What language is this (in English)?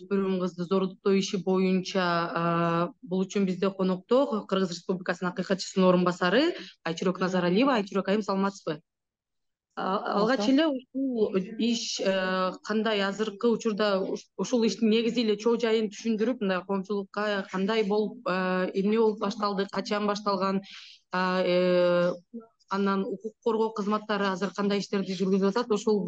Kyrgyz